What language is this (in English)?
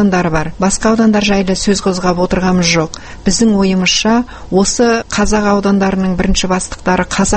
Kazakh